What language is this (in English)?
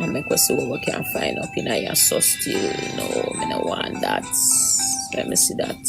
Jamaican Creole English